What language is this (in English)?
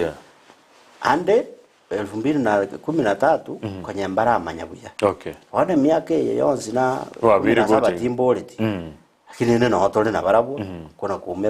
Gusii